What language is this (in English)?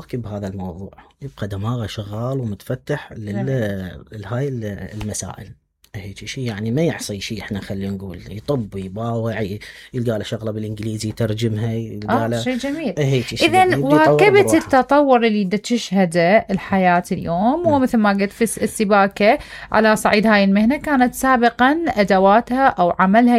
Mesopotamian Arabic